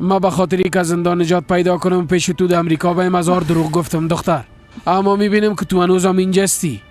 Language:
Persian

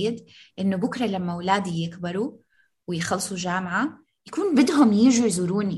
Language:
North Levantine Arabic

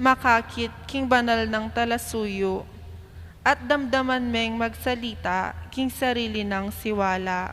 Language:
Pampanga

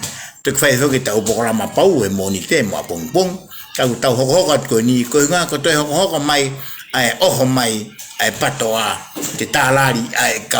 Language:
Tongan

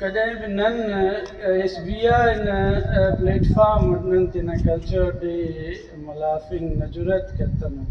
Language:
Brahui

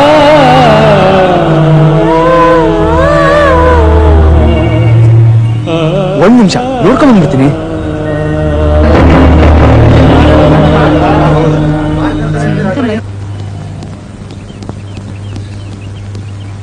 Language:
Kannada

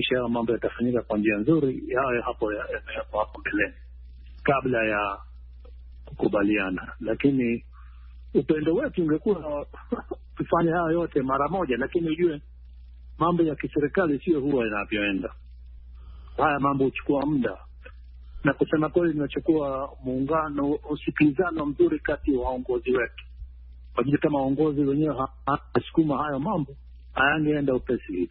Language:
Swahili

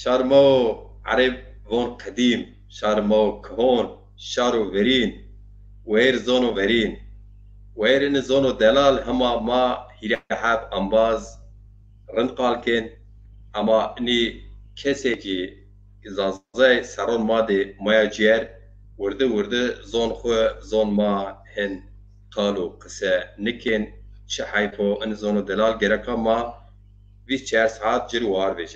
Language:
Zaza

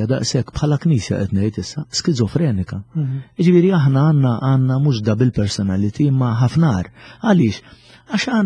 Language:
Maltese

